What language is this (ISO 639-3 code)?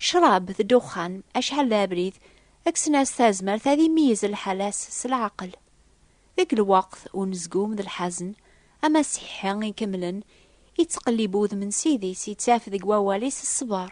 kab